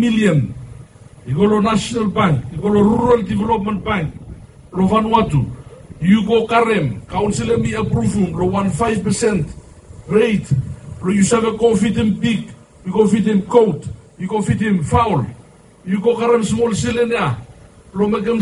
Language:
Bislama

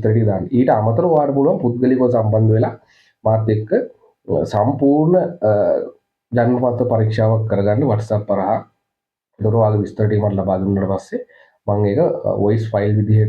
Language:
Sinhala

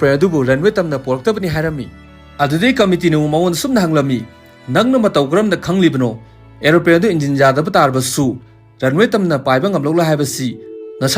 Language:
Manipuri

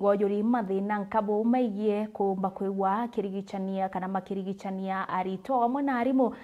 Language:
Meru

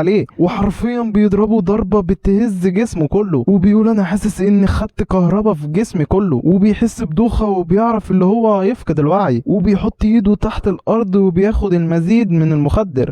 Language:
Egyptian Arabic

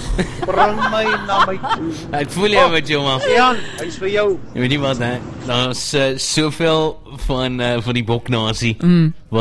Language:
Afrikaans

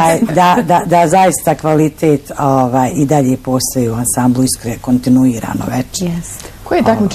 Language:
Bosnian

